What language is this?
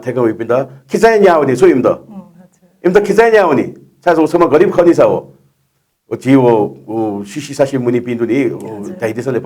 Newari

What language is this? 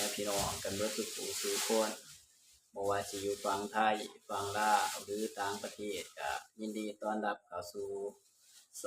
Northeastern Thai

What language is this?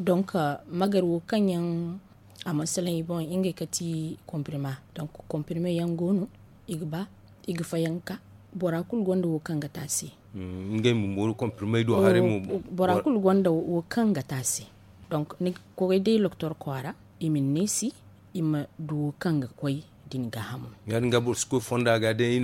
Zarma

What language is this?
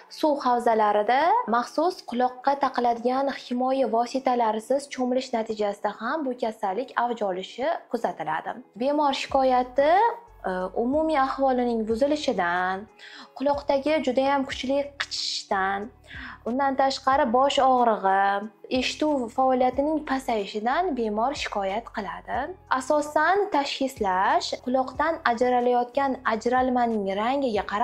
Uzbek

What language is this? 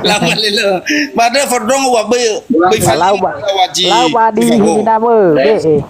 Nias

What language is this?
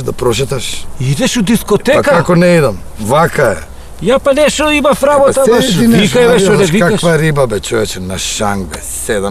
Macedonian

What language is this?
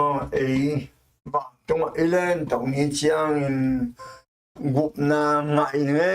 Tedim Chin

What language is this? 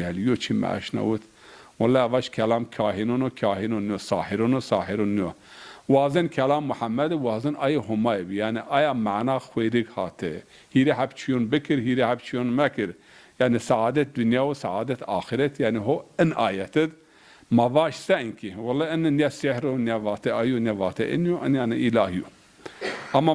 Zaza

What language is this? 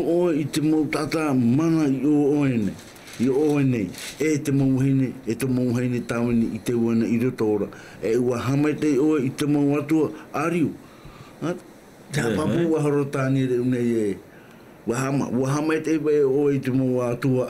Tahitian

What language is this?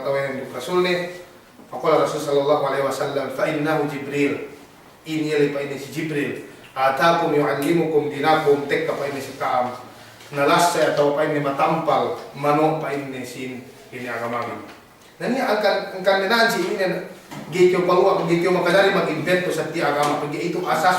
Yakan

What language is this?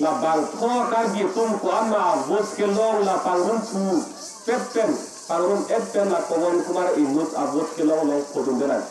Karbi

